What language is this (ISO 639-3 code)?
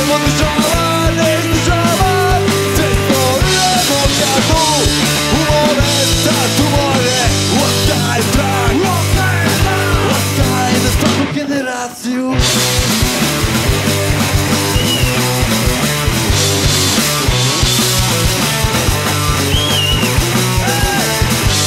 srp